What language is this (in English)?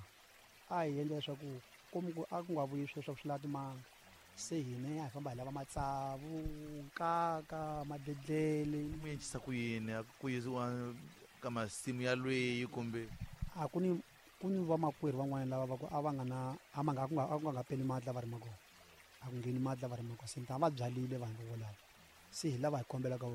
Tsonga